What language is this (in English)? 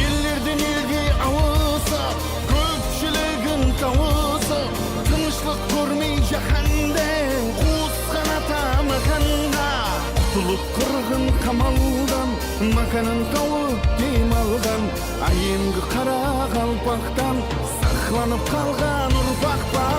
Kara-Kalpak